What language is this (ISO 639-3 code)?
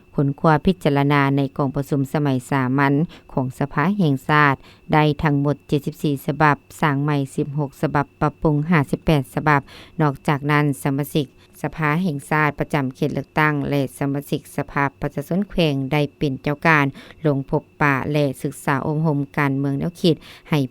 lao